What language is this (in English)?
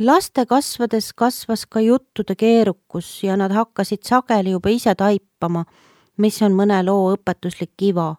Estonian